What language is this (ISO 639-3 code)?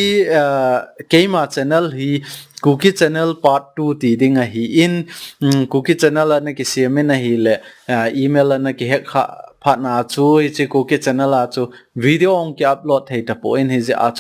tcz